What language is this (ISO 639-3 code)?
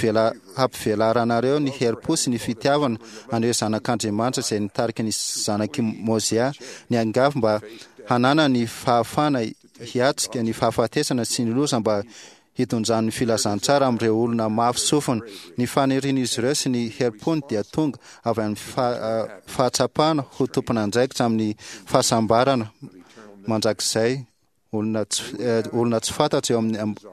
mlg